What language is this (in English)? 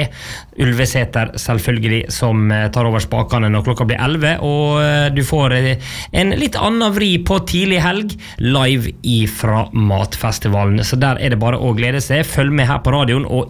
Norwegian